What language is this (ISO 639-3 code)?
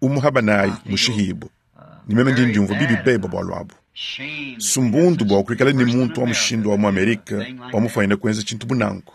lua